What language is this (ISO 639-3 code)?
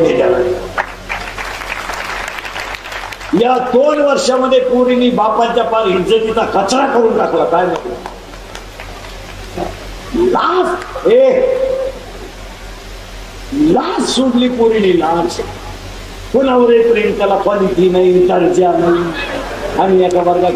mar